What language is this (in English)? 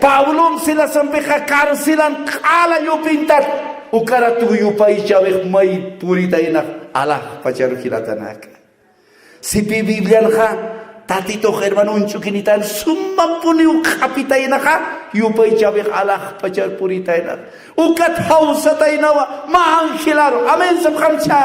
Aymara